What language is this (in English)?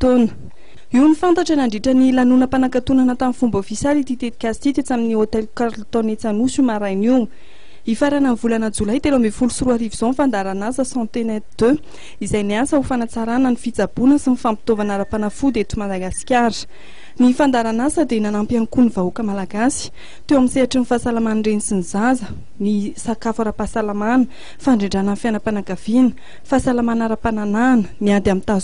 Malagasy